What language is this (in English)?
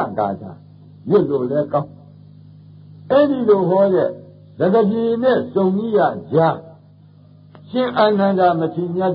Burmese